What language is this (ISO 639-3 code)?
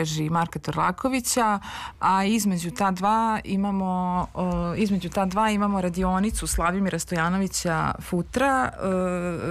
srp